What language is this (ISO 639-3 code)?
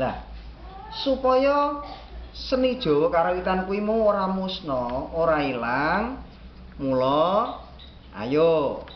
jav